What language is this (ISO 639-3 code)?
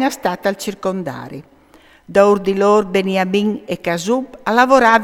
fur